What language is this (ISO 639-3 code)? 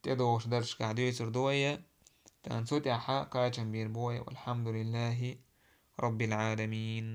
che